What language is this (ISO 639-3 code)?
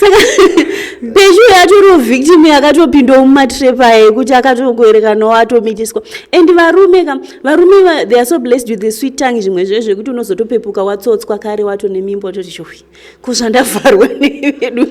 sna